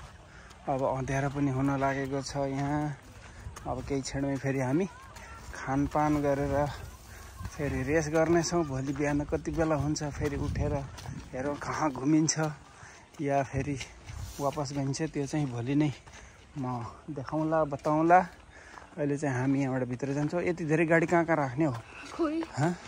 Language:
Nepali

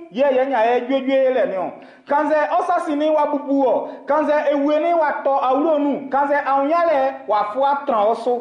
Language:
Baoulé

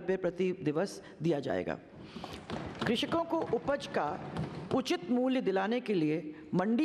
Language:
Hindi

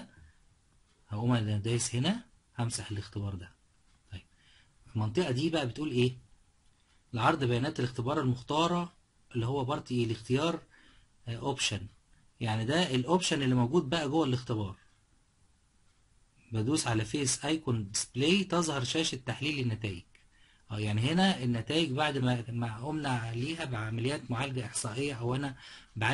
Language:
Egyptian Arabic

